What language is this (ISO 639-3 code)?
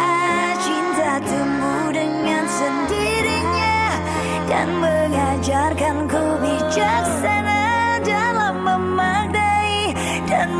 ind